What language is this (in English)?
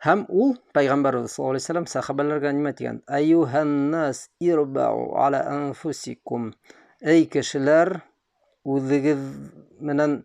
Bashkir